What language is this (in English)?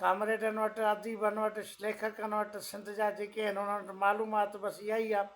Sindhi